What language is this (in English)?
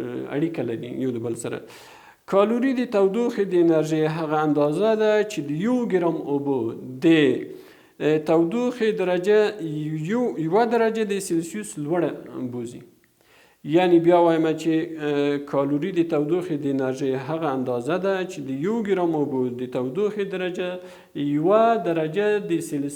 Pashto